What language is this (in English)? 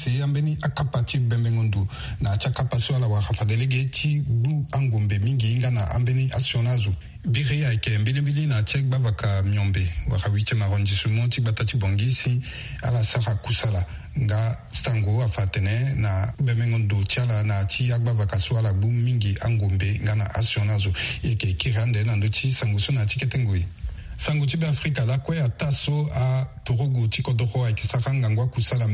Sango